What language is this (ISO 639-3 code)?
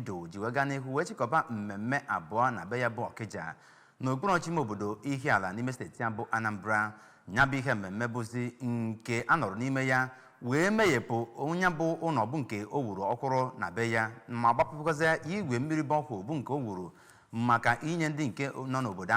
ibo